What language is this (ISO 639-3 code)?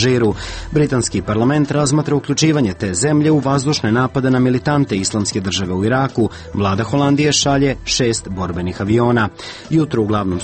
srp